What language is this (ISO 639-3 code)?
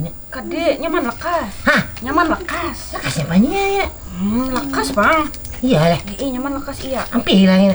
bjn